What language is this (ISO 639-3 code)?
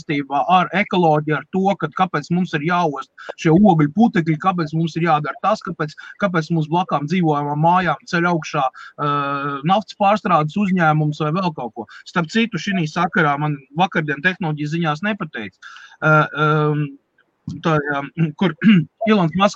lav